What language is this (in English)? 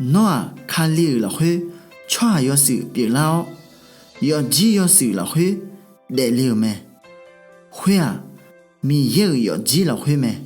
Akha